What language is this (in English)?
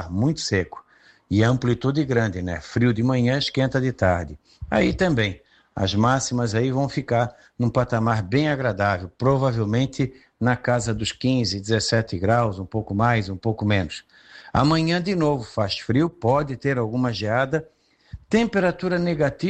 Portuguese